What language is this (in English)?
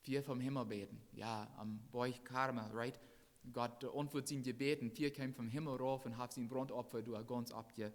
Plautdietsch